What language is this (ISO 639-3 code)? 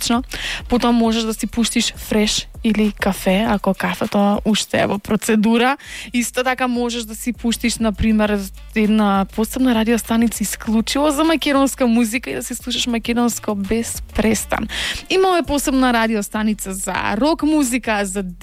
mkd